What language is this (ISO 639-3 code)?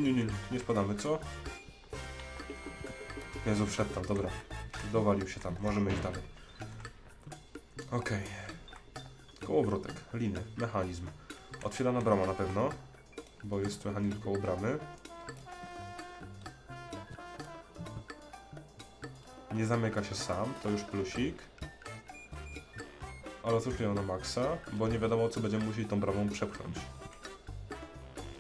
pol